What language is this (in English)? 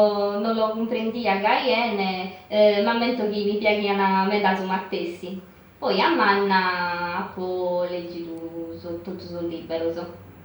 Sardinian